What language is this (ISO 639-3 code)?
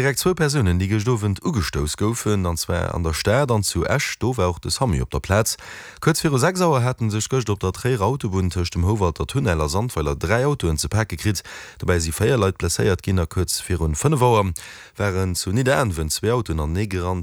ltz